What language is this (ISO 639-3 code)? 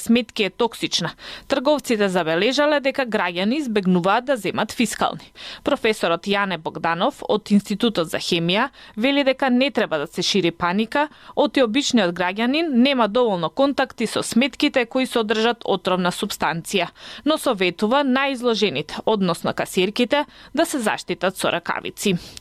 mkd